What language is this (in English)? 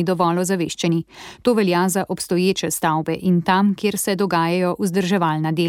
Slovenian